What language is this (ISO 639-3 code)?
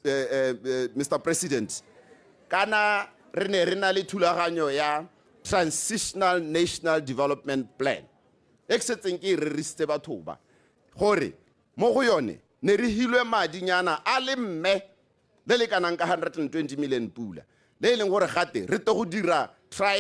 tsn